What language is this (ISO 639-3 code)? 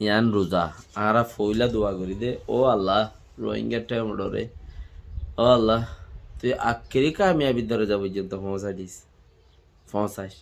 rhg